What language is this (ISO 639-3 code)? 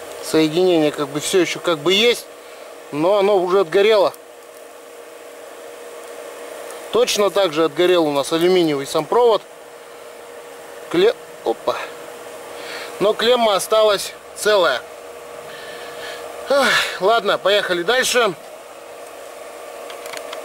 rus